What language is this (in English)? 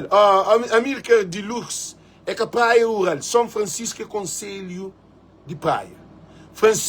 Kabuverdianu